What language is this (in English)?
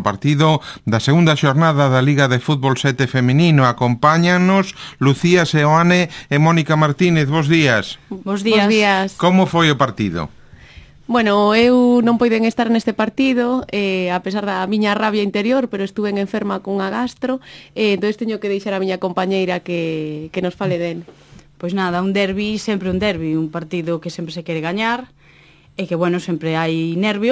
Galician